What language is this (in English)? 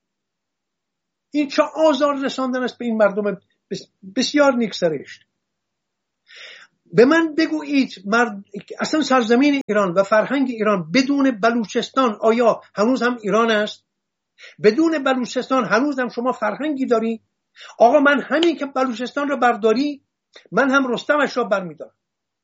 Persian